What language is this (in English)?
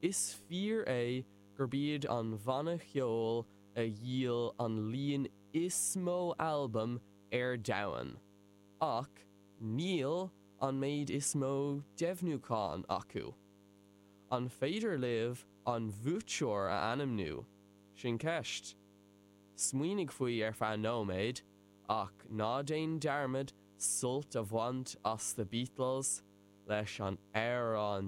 Irish